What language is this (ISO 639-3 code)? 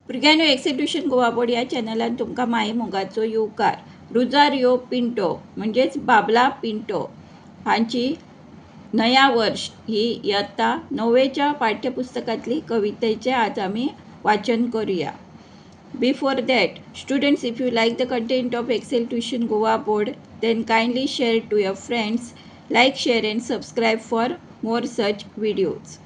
kok